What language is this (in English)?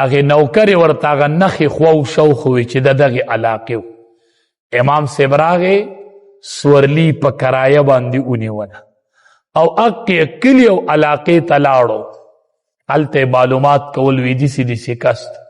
Pashto